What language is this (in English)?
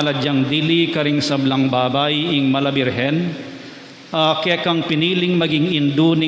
Pampanga